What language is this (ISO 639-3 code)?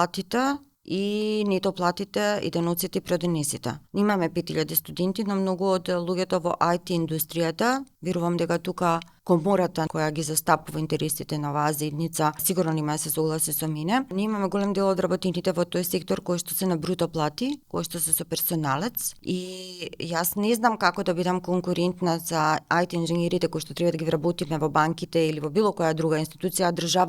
mkd